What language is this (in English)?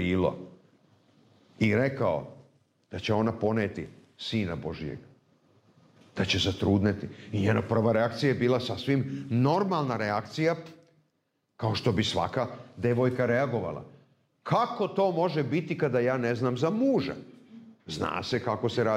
Serbian